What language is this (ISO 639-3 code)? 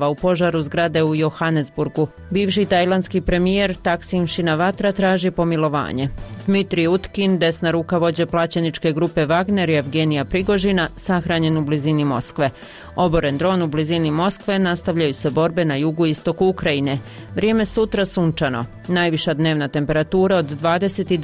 hrv